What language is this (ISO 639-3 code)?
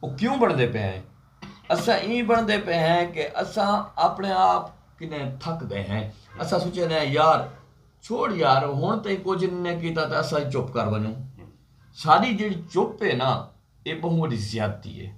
skr